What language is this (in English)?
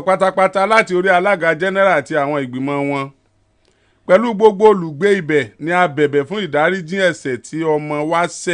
Yoruba